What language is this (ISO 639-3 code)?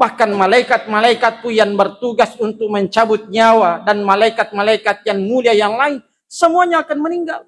bug